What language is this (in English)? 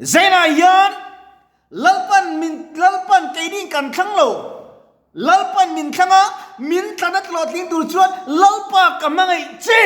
Mizo